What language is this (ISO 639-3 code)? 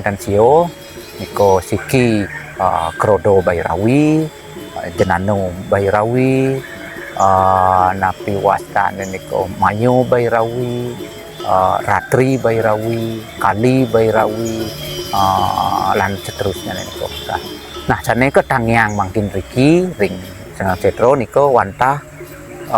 ban